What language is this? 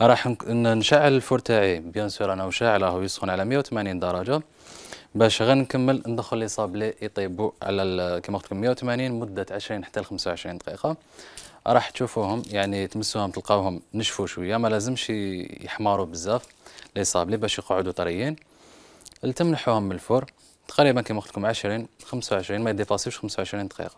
Algerian Arabic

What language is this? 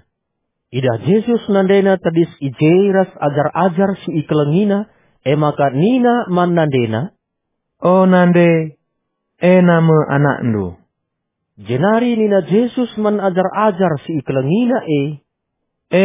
Batak Karo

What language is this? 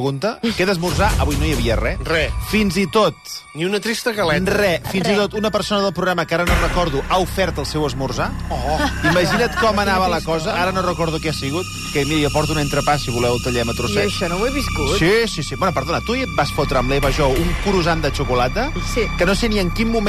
Catalan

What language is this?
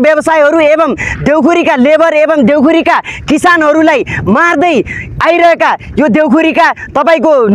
Nepali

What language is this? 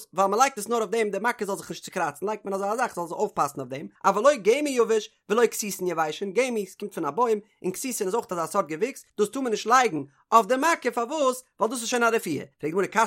Yiddish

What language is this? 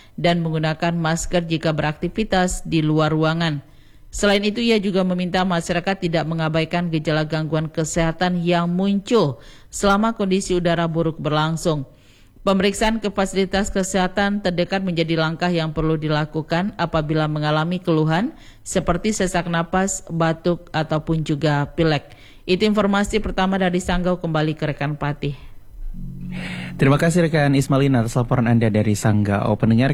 Indonesian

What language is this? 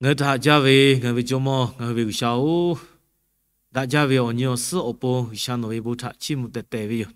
Lahu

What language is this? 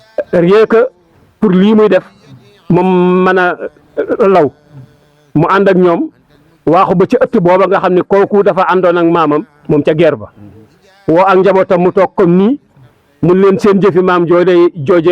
Wolof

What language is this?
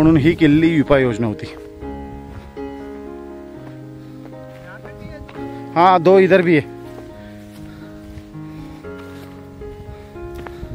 Marathi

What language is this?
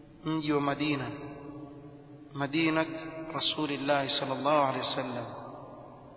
Swahili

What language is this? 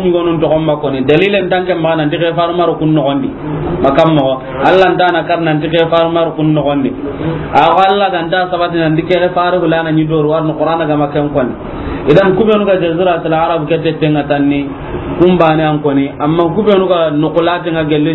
Soninke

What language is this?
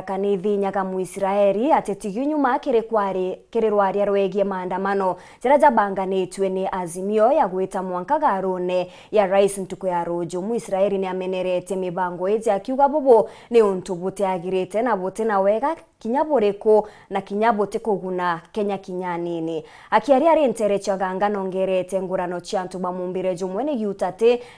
Meru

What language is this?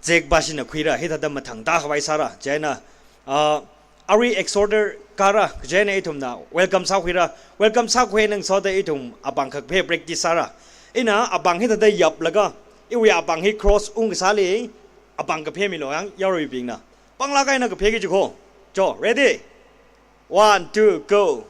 Tangkhul Naga (India)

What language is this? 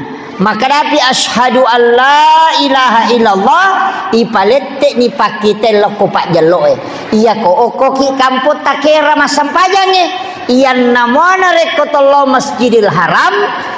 Buginese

